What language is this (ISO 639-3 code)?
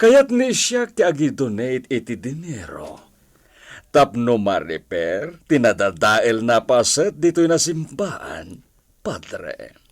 ilo